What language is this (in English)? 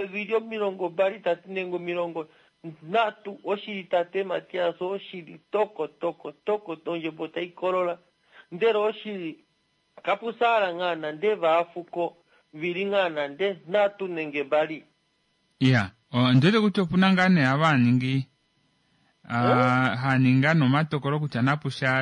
Kuanyama